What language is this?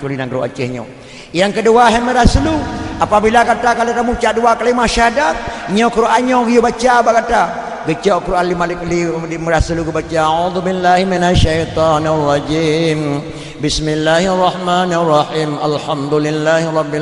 Achinese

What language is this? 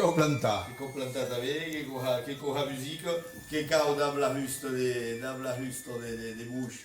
Occitan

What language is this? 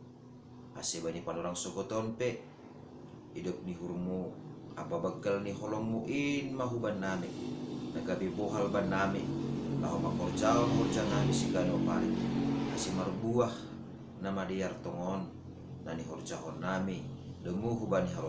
Batak Simalungun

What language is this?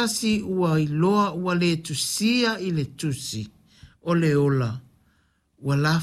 Samoan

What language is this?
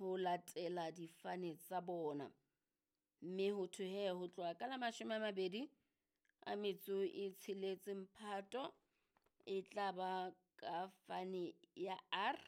Southern Sotho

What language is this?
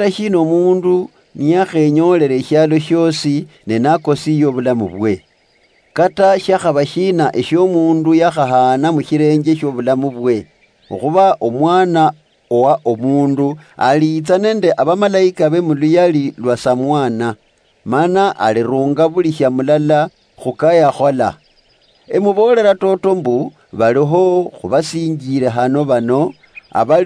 Luyia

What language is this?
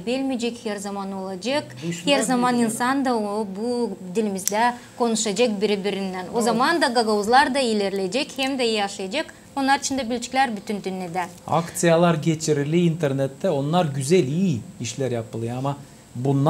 Gagauz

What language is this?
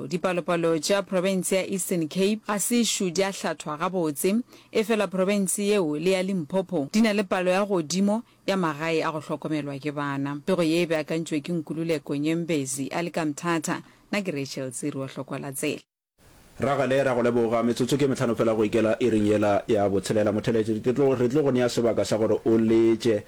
Northern Sotho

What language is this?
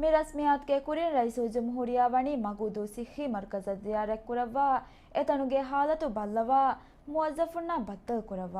Divehi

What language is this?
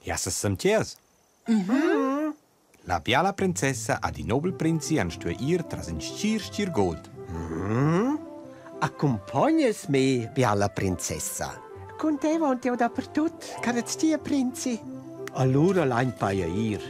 Romansh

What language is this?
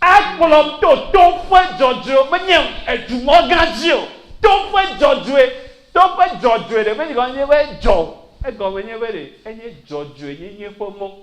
Ewe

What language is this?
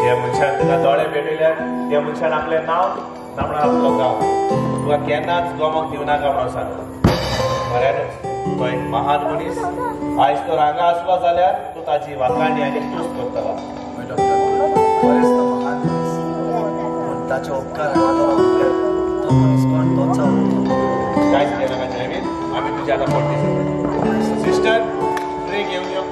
Konkani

